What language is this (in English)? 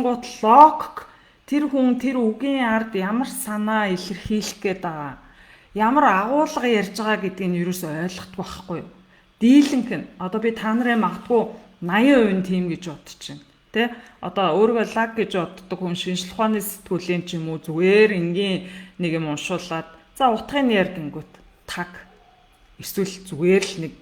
Mongolian